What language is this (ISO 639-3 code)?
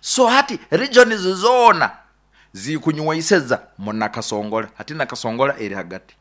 nyo